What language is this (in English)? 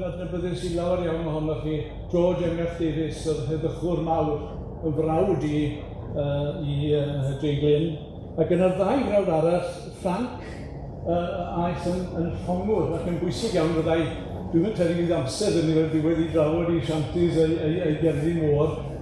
Welsh